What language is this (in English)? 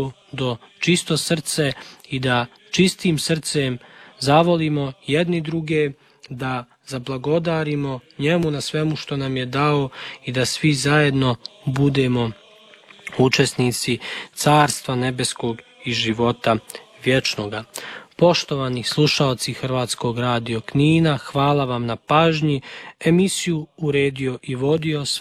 Serbian